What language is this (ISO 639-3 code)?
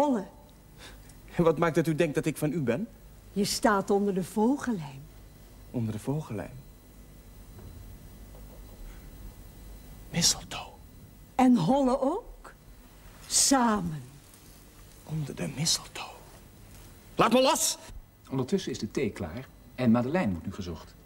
nld